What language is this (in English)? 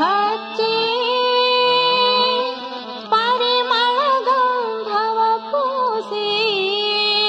Kannada